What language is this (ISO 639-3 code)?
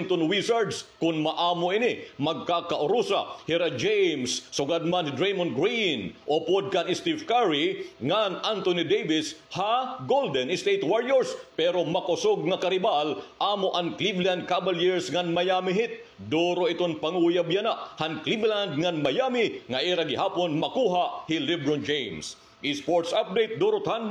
war